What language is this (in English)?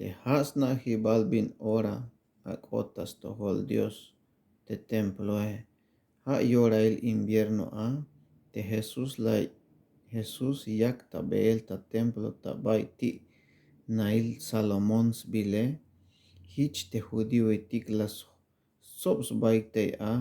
Tzeltal